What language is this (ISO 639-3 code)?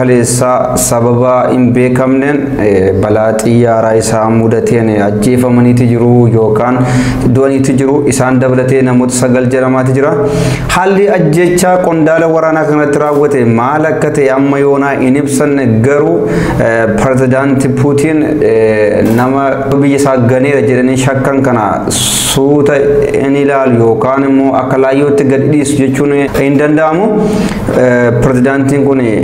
orm